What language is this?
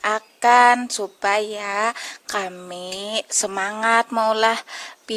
Banjar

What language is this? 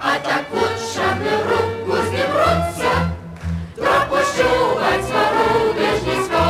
Upper Sorbian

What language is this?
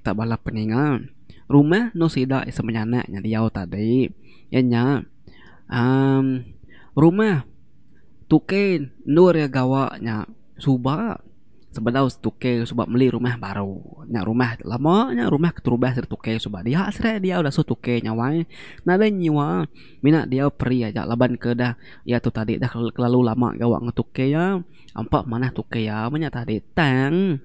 Iban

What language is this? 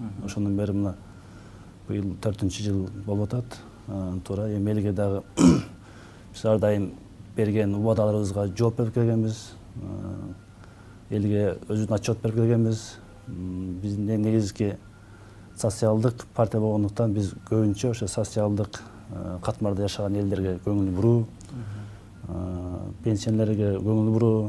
Kyrgyz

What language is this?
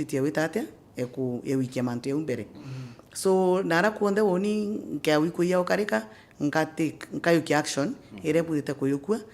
Meru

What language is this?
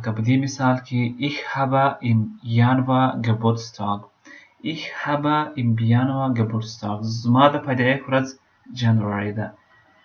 Pashto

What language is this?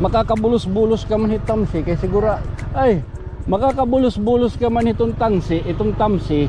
Waray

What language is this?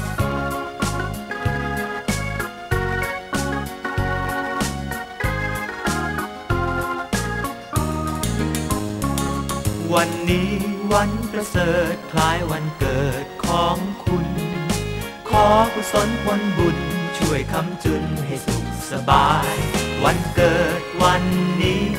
Thai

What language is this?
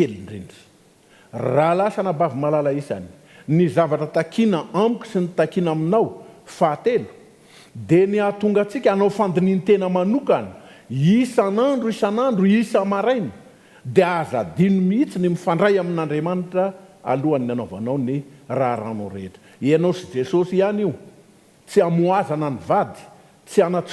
Malagasy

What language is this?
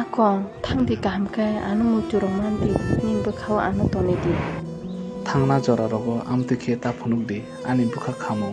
Kok Borok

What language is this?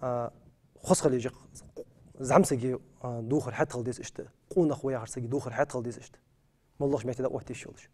Ingush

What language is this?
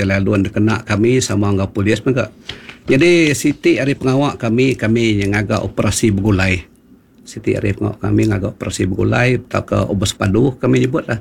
Iban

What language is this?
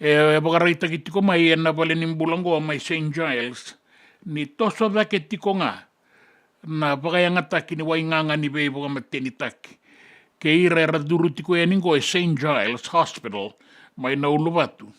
Fijian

